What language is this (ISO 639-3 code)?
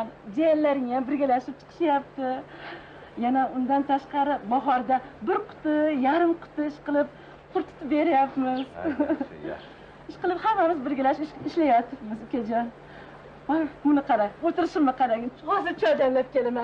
uzb